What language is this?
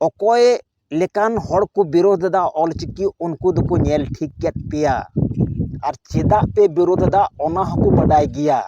Santali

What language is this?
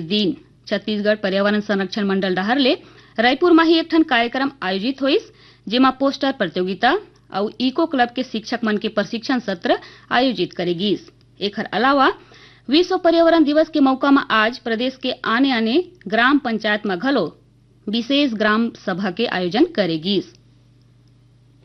Chhattisgarhi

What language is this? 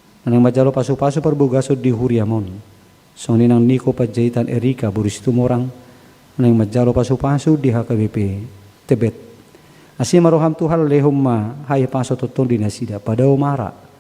Batak Toba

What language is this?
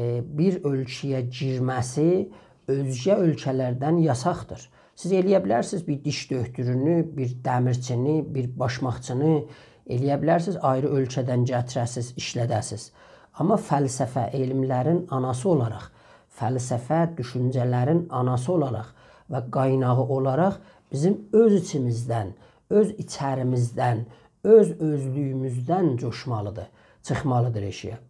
South Azerbaijani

